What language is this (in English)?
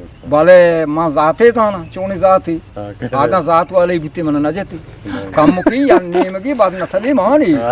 Eastern Balochi